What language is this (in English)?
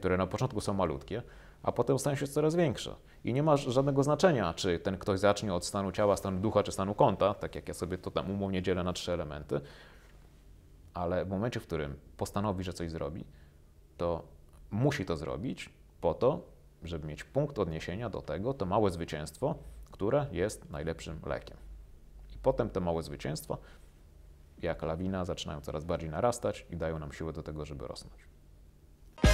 Polish